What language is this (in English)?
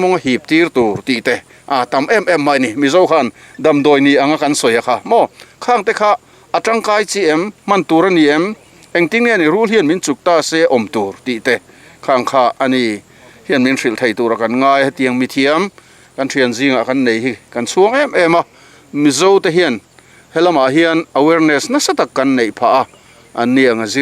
Mizo